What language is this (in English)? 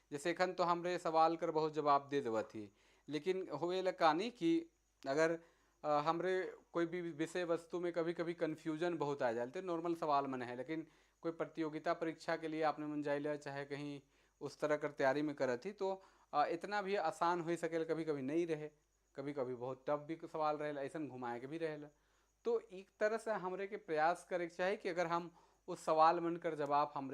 Sadri